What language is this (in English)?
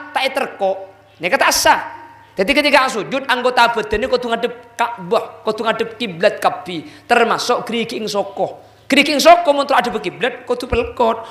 Madurese